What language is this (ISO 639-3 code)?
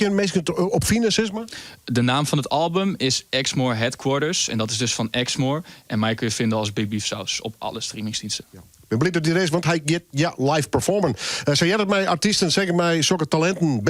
fry